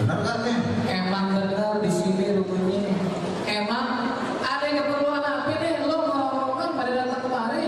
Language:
Betawi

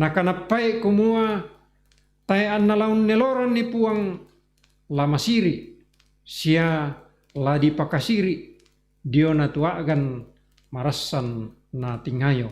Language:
Toraja-Sa'dan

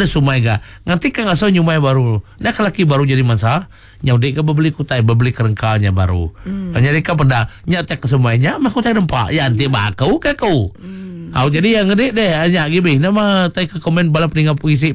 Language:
Iban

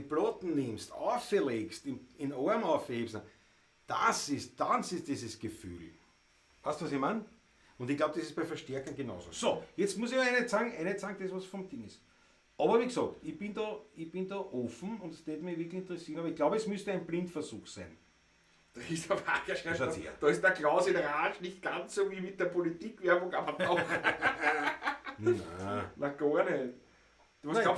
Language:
Bavarian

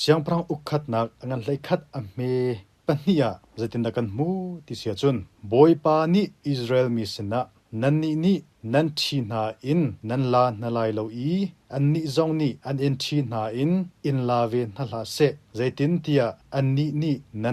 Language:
Hakha Chin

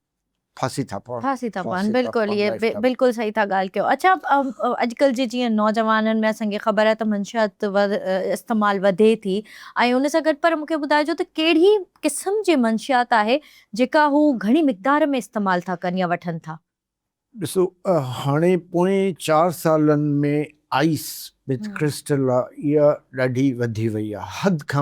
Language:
Sindhi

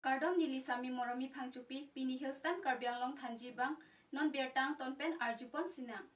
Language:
Karbi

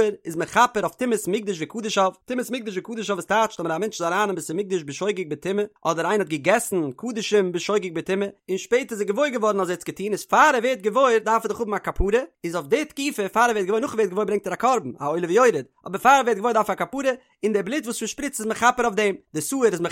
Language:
Yiddish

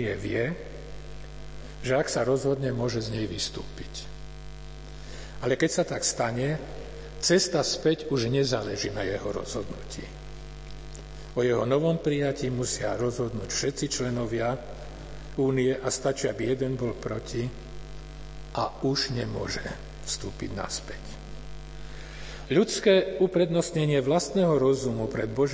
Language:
Slovak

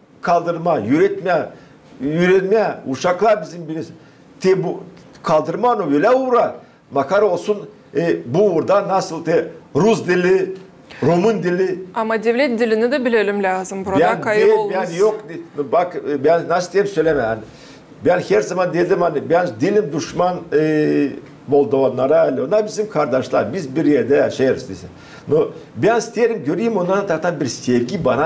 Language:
Gagauz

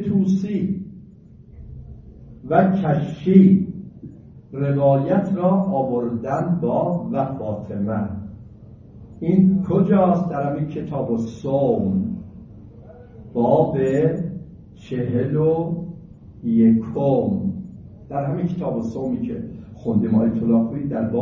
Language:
Persian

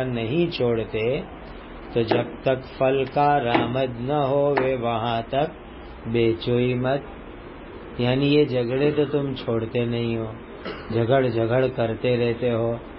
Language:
Urdu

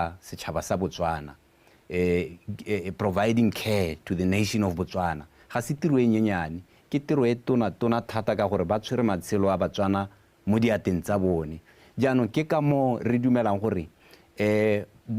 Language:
Tswana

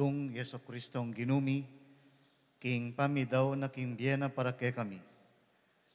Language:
Pampanga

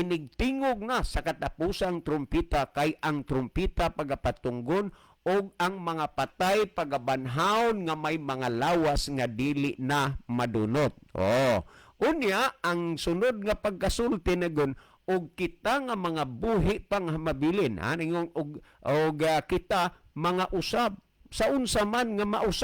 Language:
Cebuano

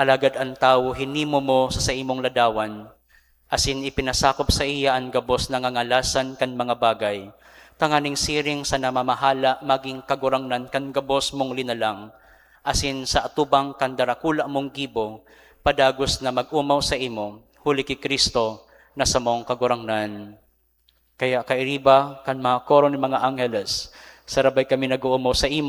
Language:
Bikol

